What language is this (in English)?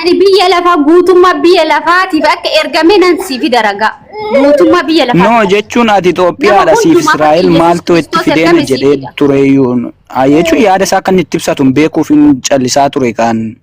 Oromo